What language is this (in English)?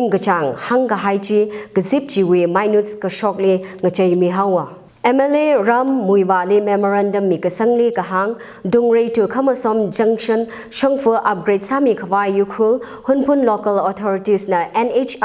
Tangkhul Naga (India)